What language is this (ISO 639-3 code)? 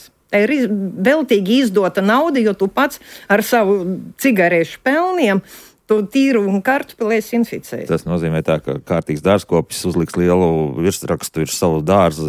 lav